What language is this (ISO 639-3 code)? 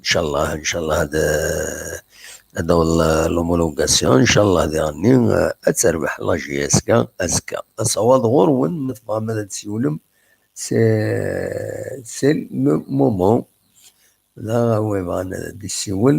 kab